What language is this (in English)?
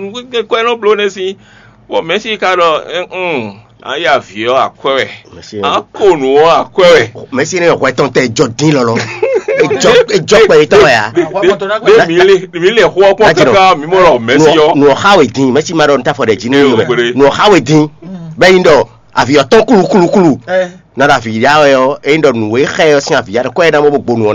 Fon